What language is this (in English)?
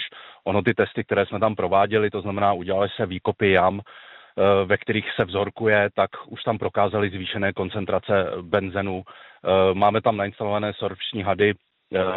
Czech